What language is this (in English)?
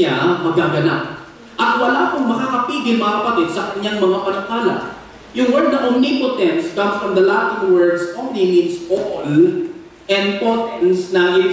Filipino